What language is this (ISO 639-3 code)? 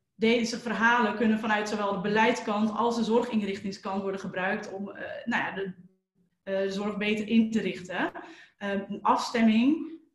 nld